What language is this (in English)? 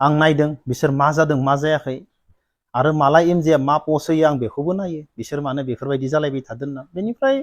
Bodo